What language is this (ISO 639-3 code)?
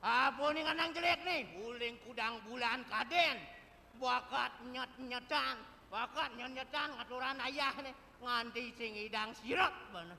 ban